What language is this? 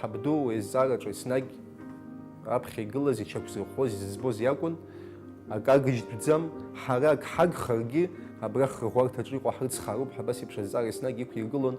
Abkhazian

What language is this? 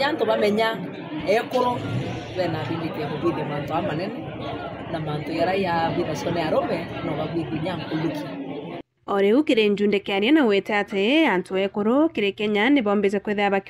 Meru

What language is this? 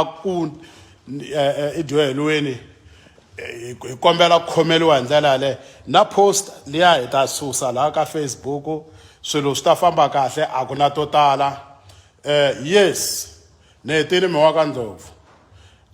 Tsonga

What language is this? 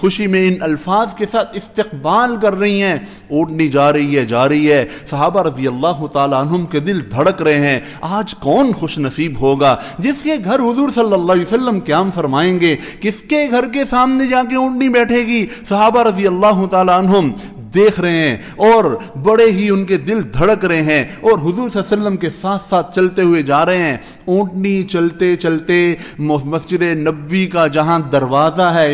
Urdu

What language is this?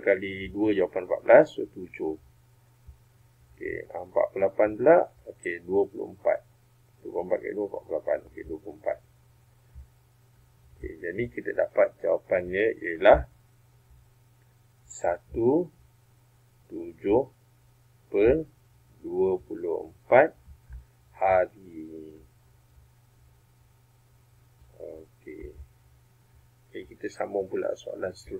Malay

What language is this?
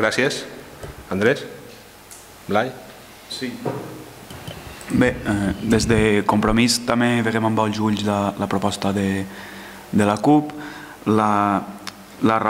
Catalan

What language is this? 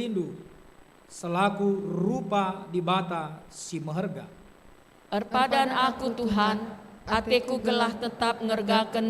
Batak Karo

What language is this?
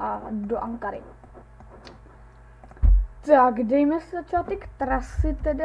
Czech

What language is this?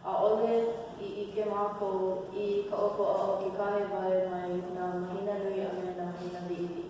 Hawaiian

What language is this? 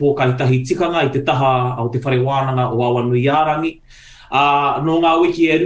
Māori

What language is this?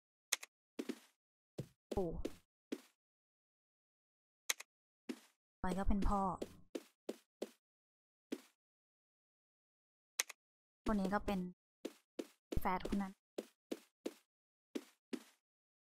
Thai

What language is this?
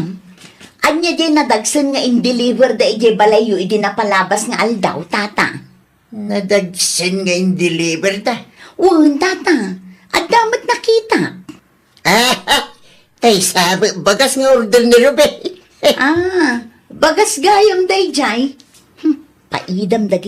Iloko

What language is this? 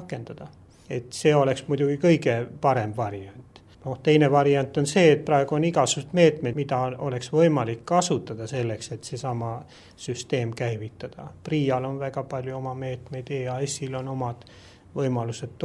Estonian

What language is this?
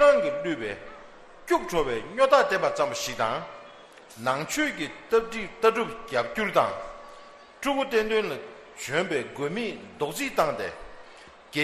Tibetan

